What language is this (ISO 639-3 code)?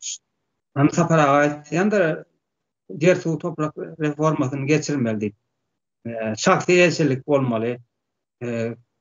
tuk